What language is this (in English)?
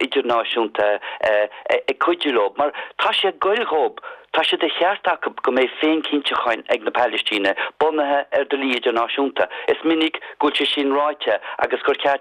Irish